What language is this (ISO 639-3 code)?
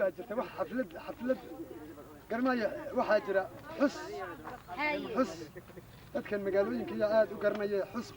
som